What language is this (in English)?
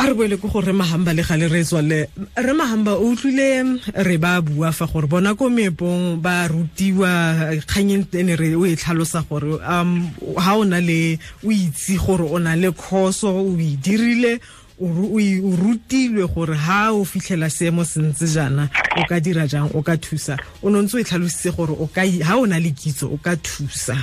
Tswana